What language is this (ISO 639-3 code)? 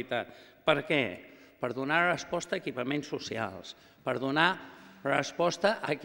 cat